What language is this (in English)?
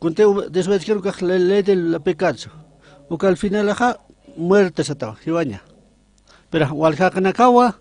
Aymara